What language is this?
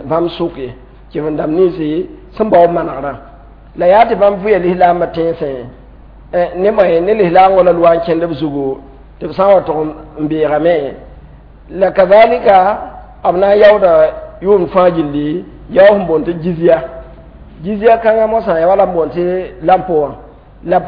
Mossi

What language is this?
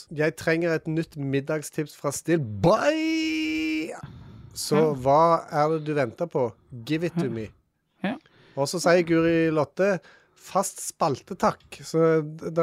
Norwegian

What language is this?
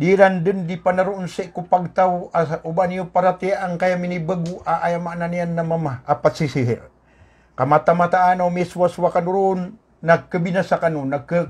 Maranao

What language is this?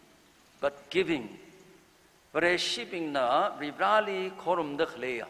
Tangkhul Naga (India)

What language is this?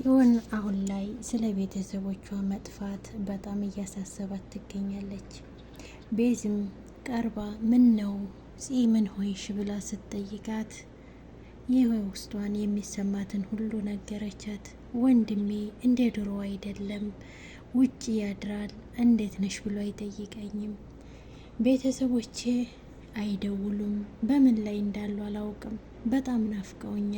Amharic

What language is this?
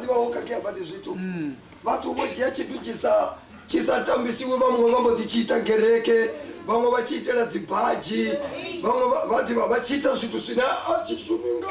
Venda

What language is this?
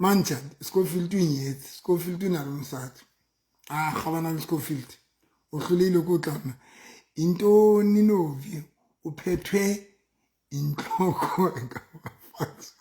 Southern Sotho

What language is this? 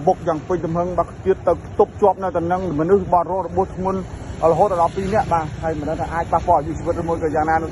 Khmer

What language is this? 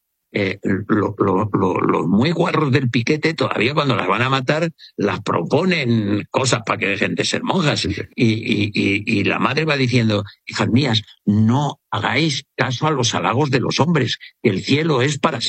Spanish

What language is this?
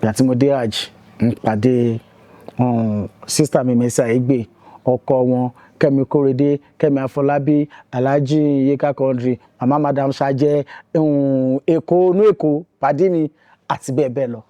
Yoruba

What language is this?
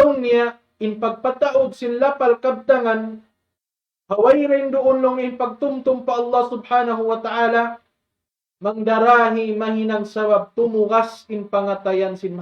Tausug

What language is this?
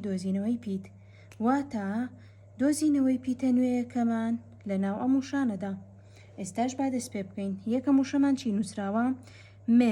Central Kurdish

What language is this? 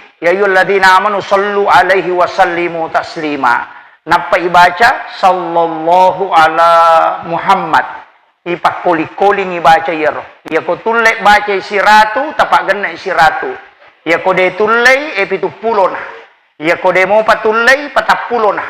Buginese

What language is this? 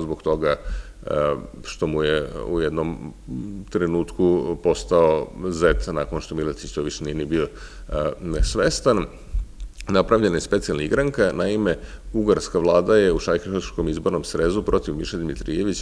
Serbian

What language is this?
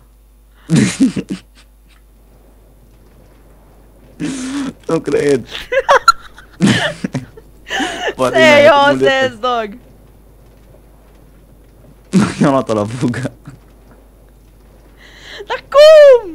Romanian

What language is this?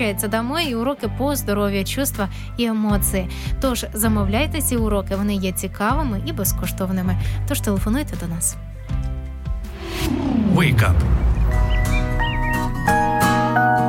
Ukrainian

